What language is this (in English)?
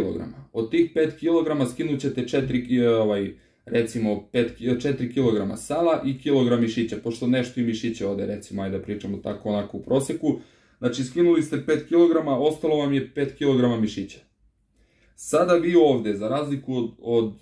Serbian